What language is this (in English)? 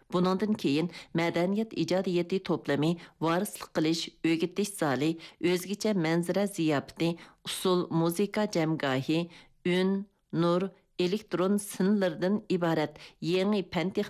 Uyghur